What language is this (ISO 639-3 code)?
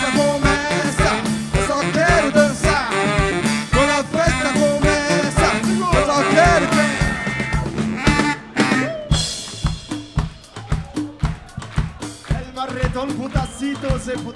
por